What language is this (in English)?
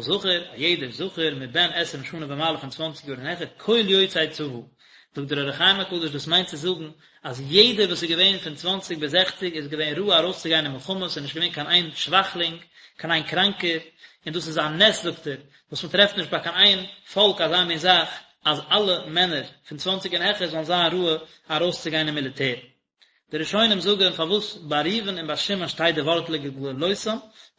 Yiddish